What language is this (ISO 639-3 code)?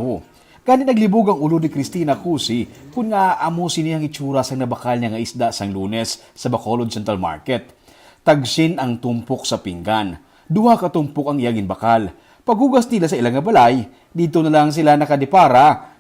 hil